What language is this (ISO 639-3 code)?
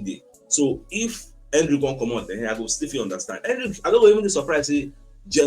pcm